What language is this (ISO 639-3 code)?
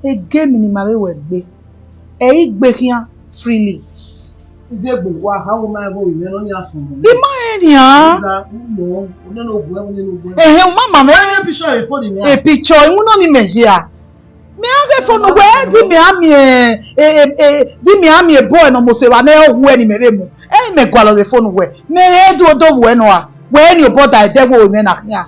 bin